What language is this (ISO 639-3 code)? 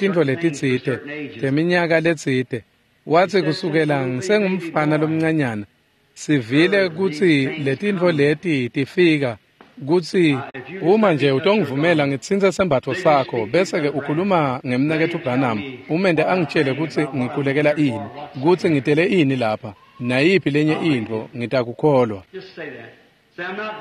ssw